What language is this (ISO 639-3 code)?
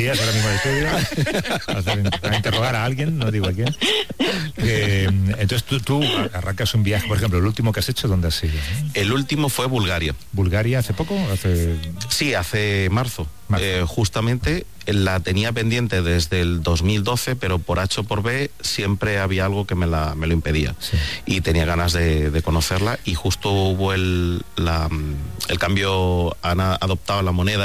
spa